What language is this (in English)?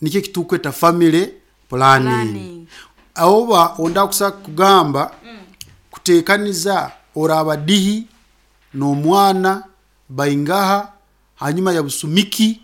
Nyankole